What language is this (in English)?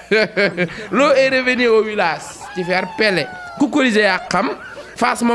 Wolof